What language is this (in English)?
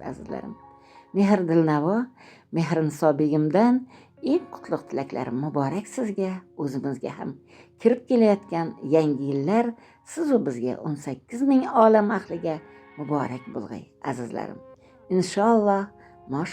Uzbek